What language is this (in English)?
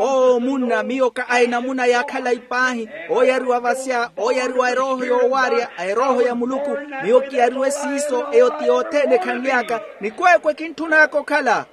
Makhuwa